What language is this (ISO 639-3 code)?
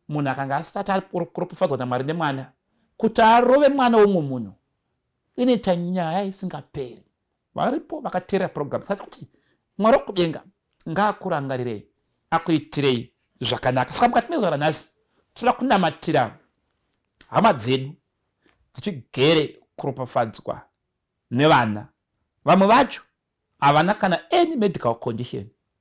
sna